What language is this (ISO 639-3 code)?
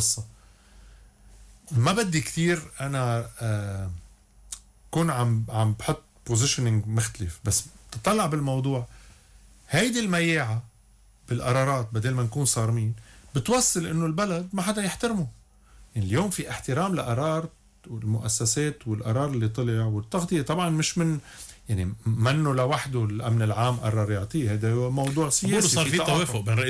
apc